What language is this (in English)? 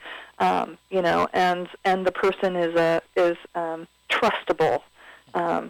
English